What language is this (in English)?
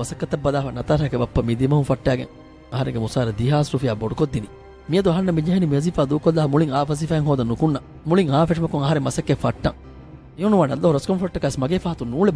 Divehi